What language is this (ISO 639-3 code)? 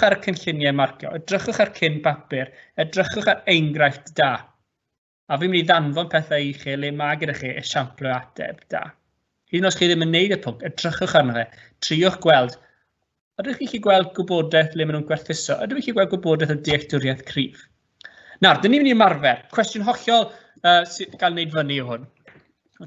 cym